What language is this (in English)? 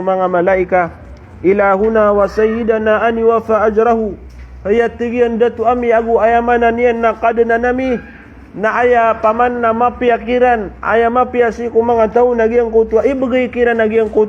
Maranao